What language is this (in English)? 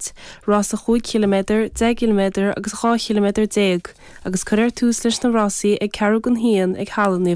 Irish